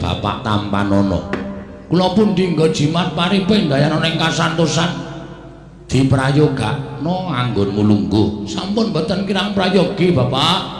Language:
Javanese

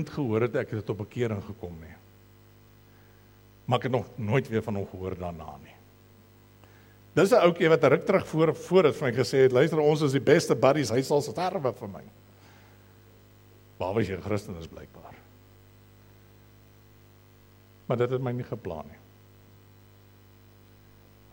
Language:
Afrikaans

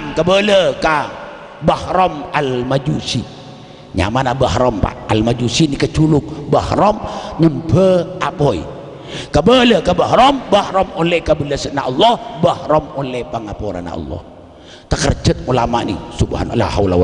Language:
Madurese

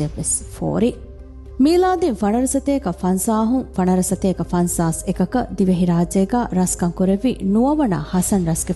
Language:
Divehi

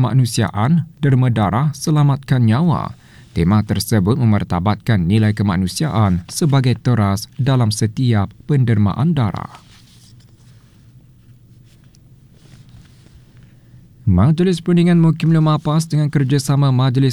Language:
Malay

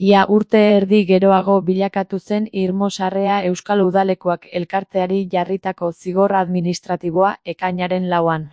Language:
Basque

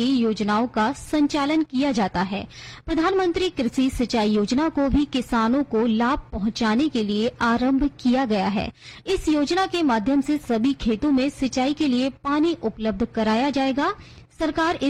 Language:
Hindi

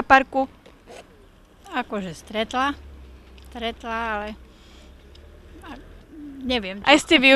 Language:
Slovak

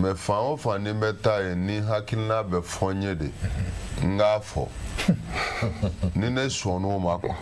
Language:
Bambara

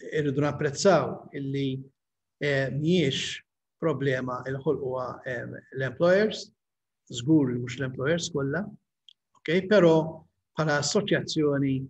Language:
Maltese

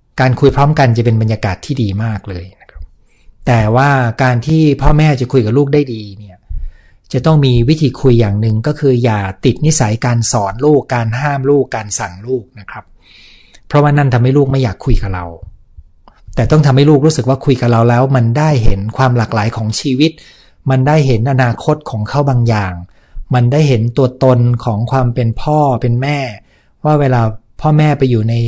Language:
Thai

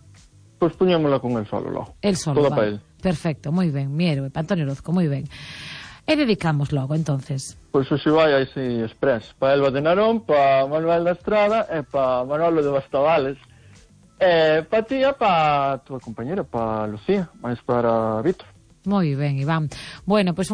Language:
Galician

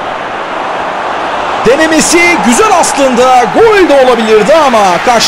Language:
Turkish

